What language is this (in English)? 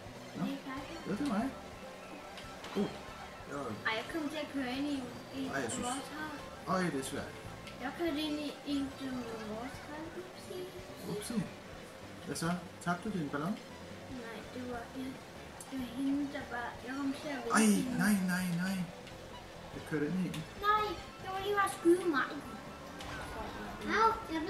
Danish